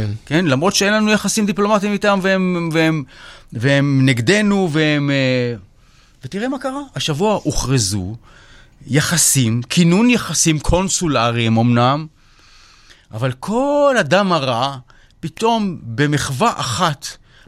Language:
Hebrew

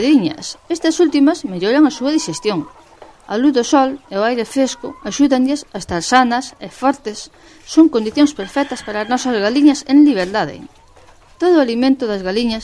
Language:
Galician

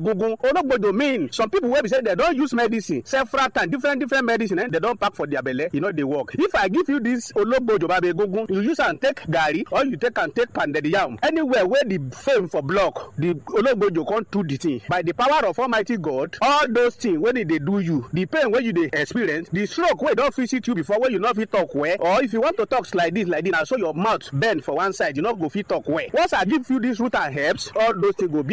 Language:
Nigerian Pidgin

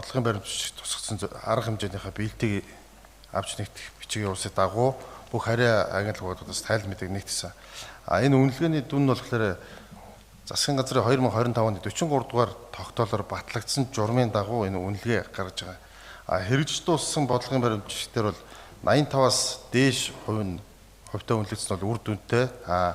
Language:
Mongolian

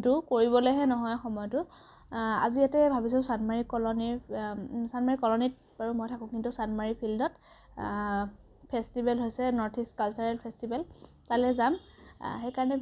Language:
Assamese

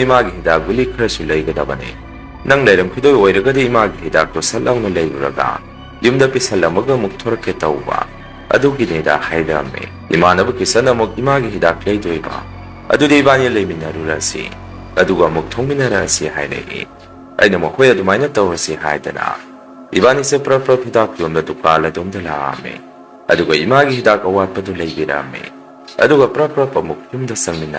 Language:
Manipuri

